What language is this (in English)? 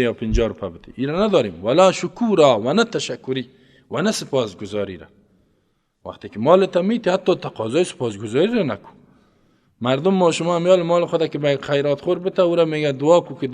Persian